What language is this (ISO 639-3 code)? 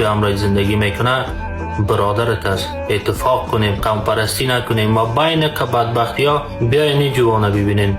fas